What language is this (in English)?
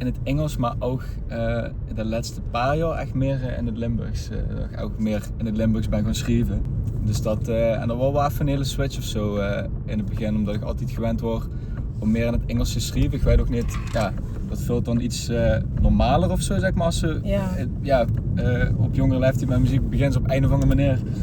Limburgish